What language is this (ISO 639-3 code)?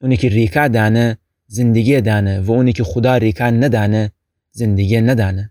glk